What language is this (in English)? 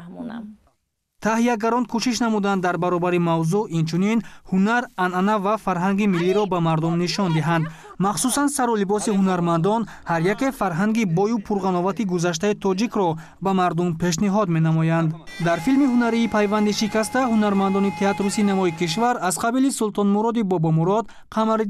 Tajik